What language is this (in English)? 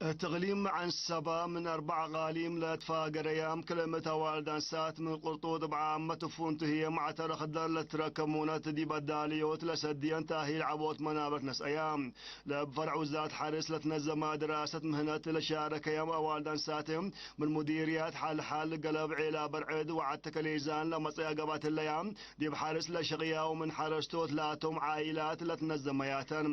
Tigre